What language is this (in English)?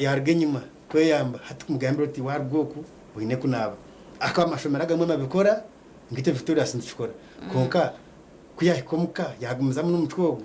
Nyankole